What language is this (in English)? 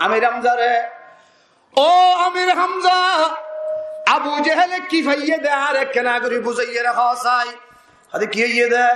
Rohingya